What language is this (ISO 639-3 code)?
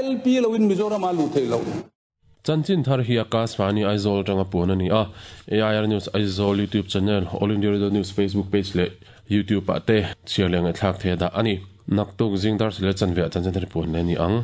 lus